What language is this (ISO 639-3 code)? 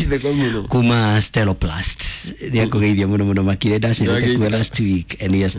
kik